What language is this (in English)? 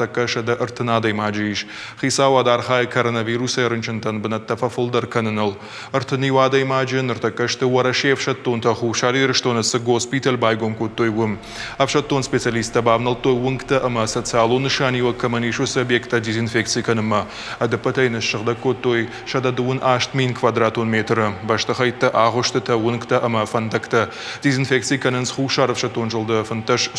Ossetic